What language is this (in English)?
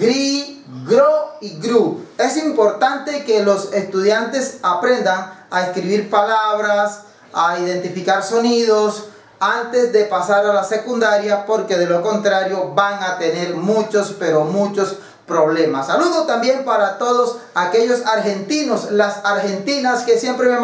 Spanish